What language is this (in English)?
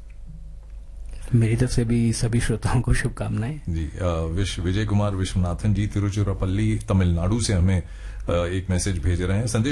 Hindi